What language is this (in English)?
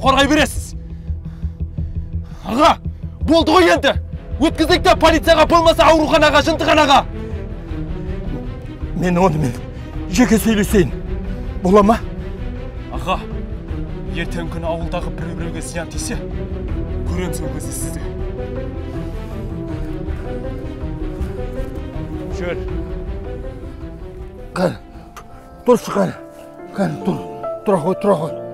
Kazakh